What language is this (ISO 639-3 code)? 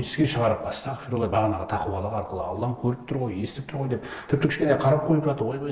kaz